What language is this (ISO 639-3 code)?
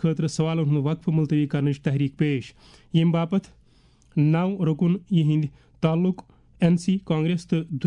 kas